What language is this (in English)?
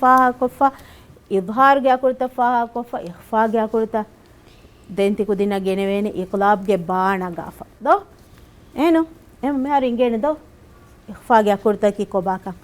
Divehi